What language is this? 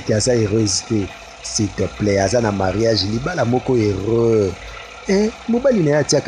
Lingala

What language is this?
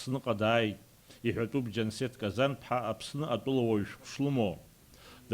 Abkhazian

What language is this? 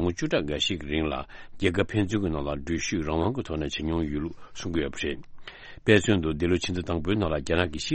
Tibetan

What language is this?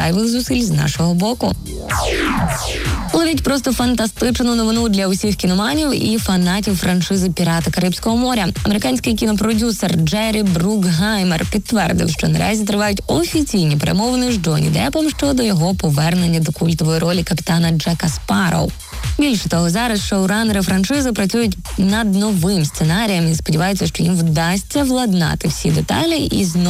Ukrainian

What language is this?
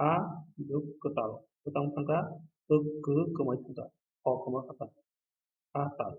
Kok Borok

